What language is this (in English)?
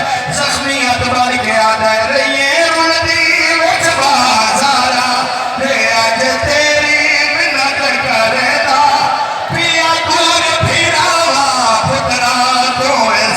Saraiki